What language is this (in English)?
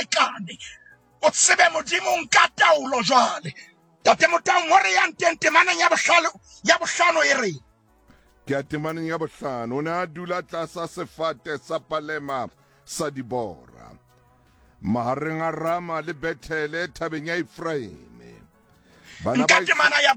Southern Sotho